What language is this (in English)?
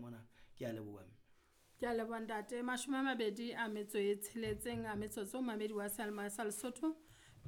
Southern Sotho